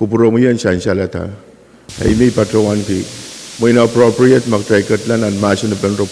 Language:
Pohnpeian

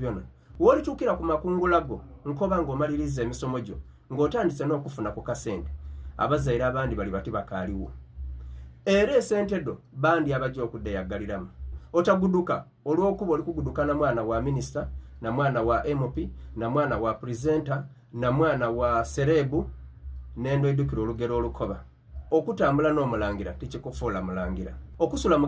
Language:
Soga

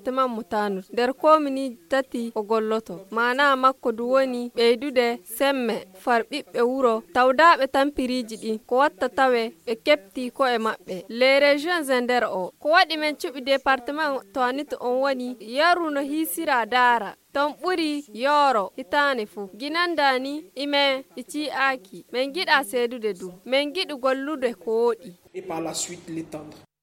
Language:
Fula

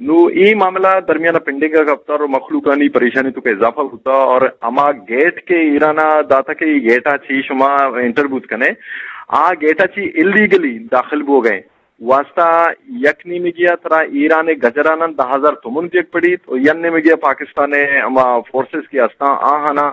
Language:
Eastern Balochi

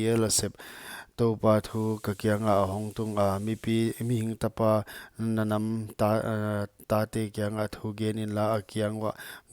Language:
Paite Chin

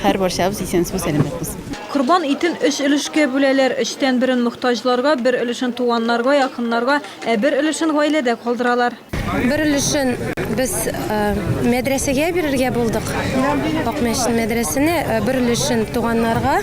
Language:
Tatar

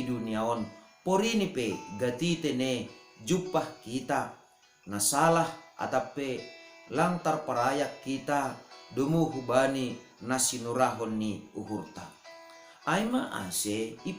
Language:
Batak Simalungun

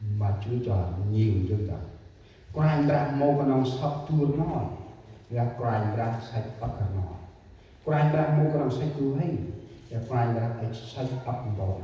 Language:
Central Mnong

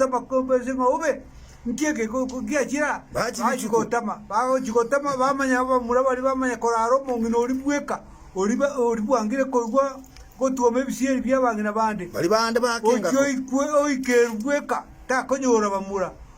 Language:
Gusii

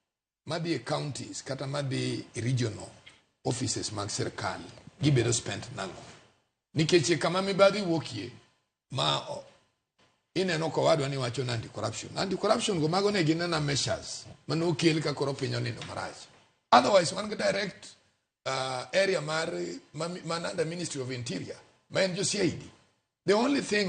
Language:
Luo (Kenya and Tanzania)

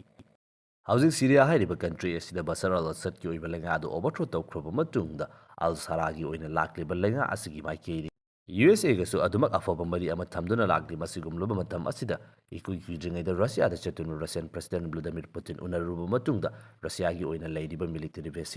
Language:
Manipuri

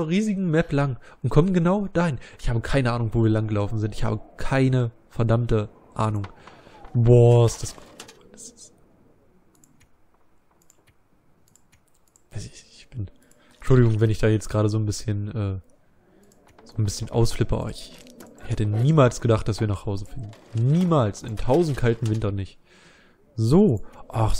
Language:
German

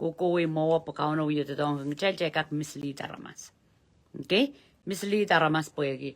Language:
Pohnpeian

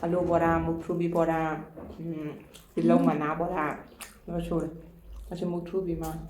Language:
Manipuri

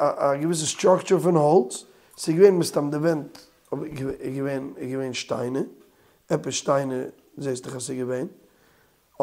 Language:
Yiddish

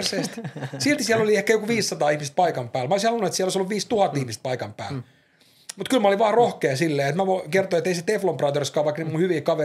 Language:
Finnish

